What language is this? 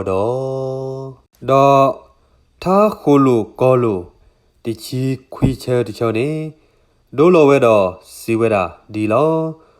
S'gaw Karen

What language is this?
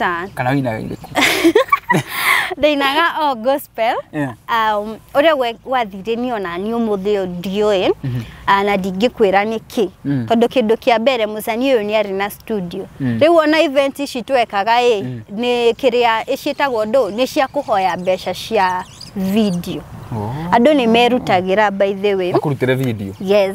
Kikuyu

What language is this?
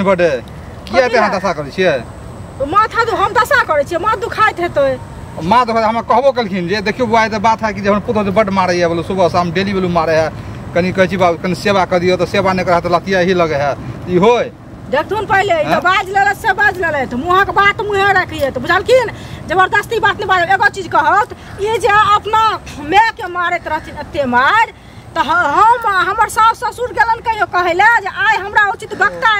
Maithili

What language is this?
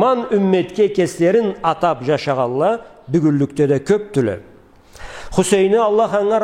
Karachay-Balkar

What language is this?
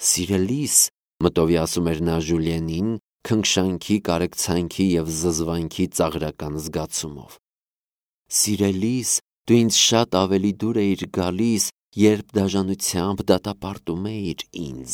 Armenian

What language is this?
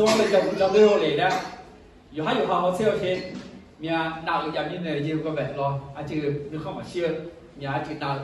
Akha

